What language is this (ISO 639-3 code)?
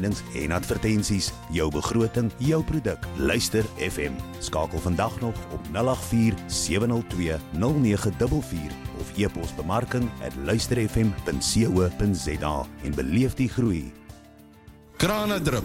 afr